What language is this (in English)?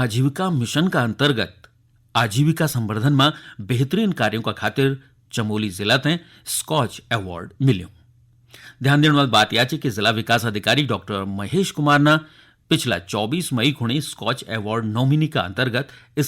Garhwali